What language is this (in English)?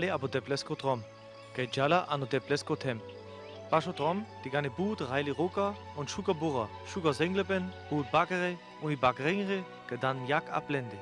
Sinte Romani